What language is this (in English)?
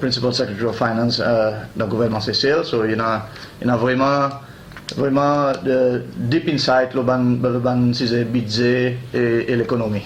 Seselwa Creole French